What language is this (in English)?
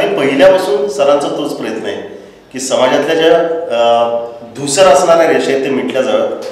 Marathi